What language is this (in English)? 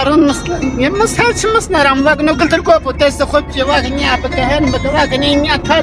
Zaza